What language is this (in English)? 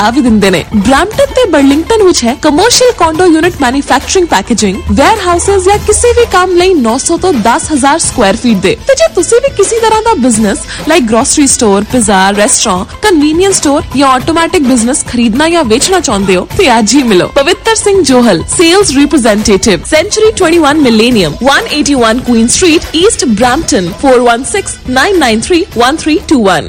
Punjabi